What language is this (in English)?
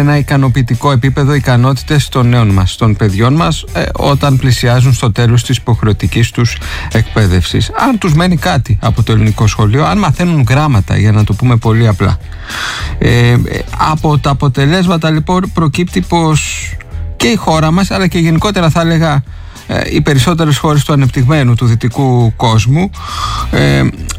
Greek